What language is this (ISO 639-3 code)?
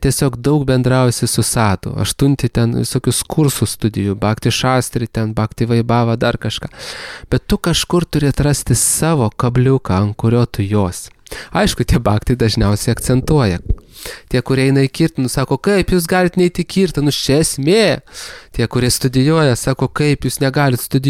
lit